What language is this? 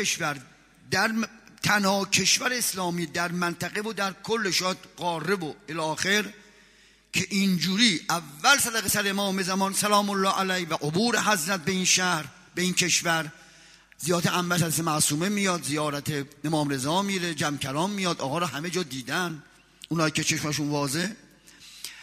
Persian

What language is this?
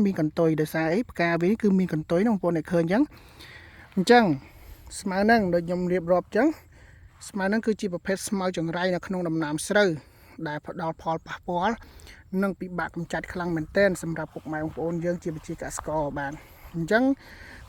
Khmer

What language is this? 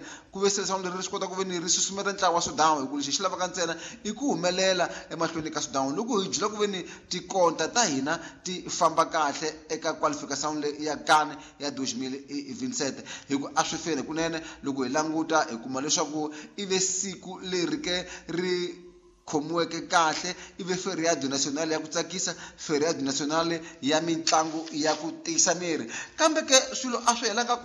Tsonga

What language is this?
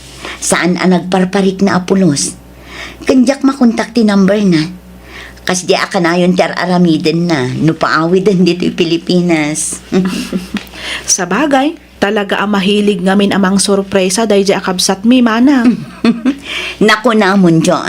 Iloko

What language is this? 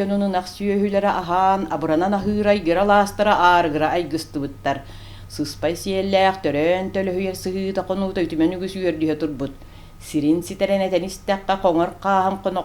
Yakut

